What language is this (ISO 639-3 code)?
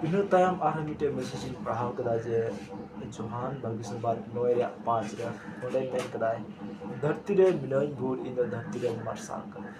sat